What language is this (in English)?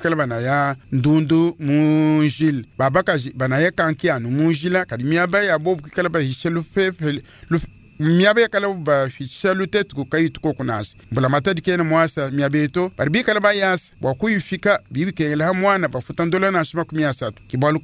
Luba-Lulua